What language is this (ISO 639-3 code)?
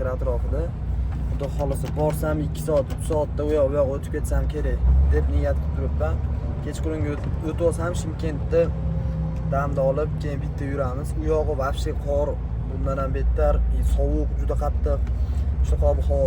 uzb